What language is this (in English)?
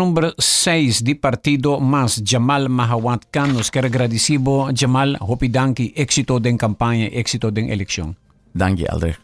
Papiamento